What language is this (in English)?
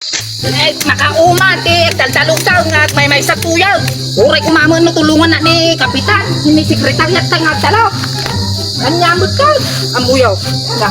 Iloko